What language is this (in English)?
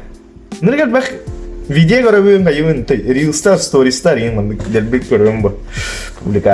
Yakut